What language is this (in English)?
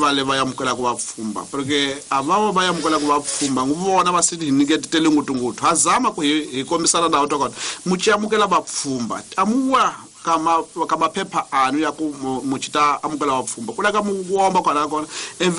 Tsonga